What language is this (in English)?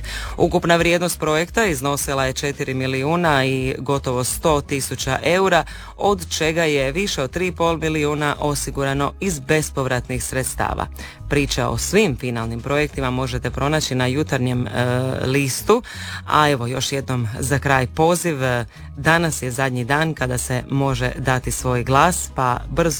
Croatian